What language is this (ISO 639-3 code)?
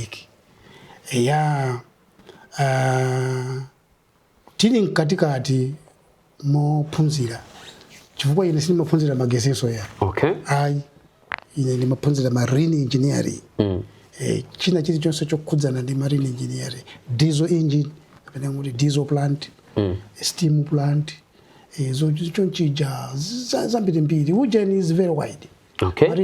nya